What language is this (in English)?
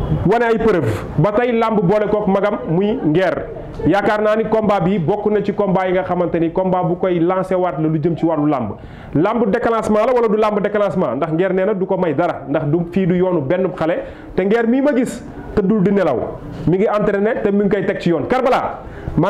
Wolof